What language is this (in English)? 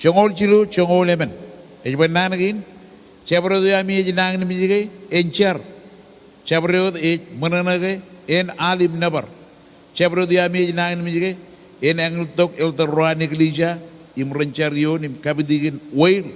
Marshallese